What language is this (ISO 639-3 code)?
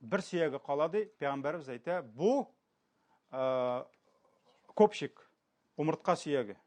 tat